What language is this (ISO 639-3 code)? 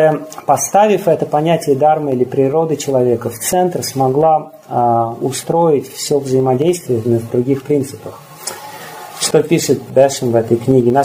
rus